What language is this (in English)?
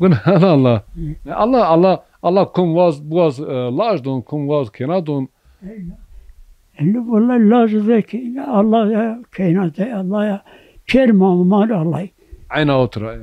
Zaza